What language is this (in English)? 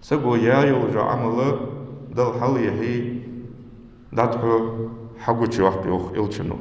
Ingush